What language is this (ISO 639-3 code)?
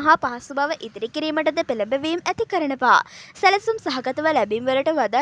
sin